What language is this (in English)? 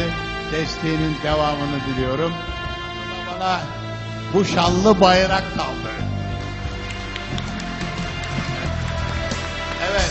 Turkish